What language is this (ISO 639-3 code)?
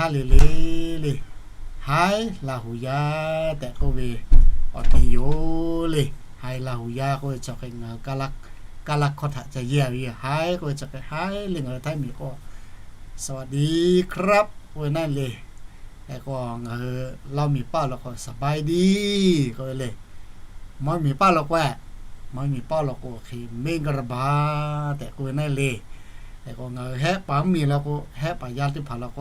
lhu